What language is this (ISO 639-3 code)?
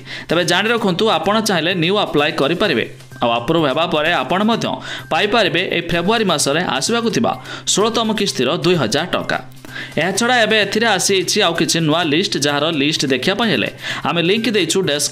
ori